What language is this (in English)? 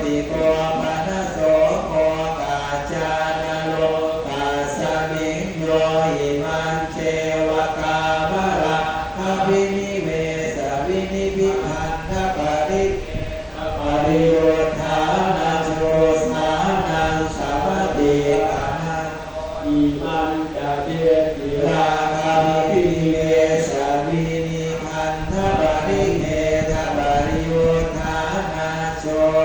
Pali